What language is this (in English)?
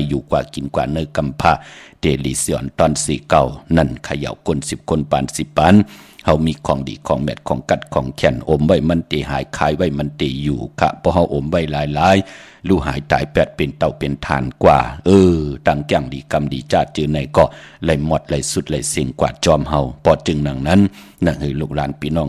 Shan